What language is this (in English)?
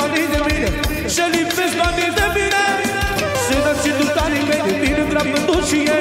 Romanian